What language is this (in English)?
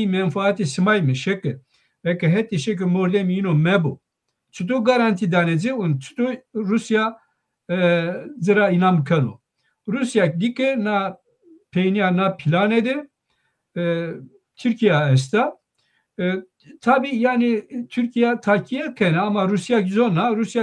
Zaza